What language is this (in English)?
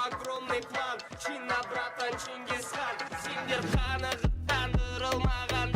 Kara-Kalpak